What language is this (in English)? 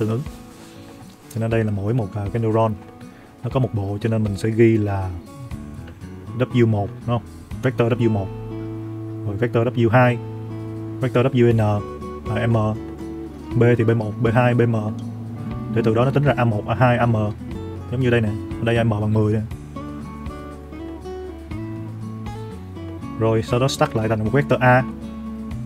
Vietnamese